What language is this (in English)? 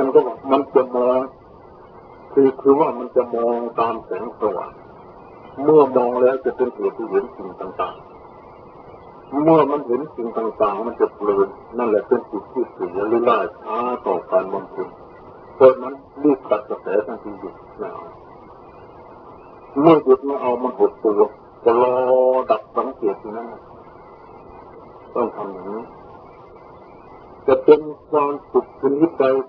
Thai